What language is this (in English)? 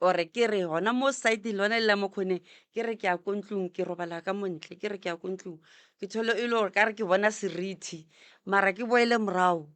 Northern Sotho